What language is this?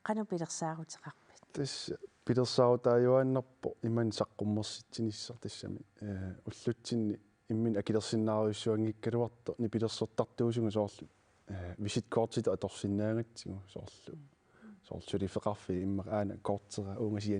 Kalaallisut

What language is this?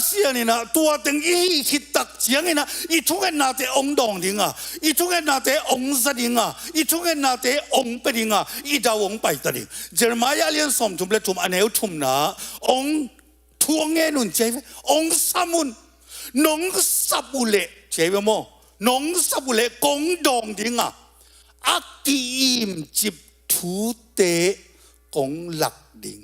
Tedim Chin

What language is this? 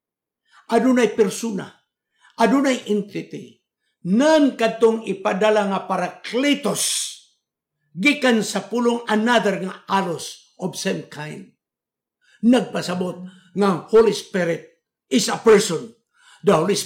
Cebuano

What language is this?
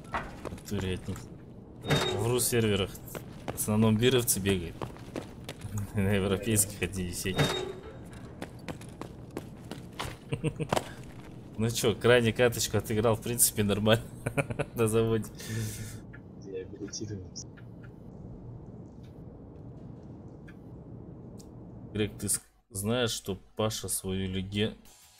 Russian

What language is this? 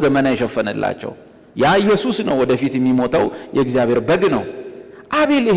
Amharic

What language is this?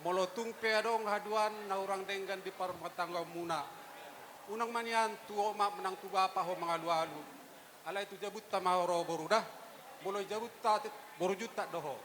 Batak Toba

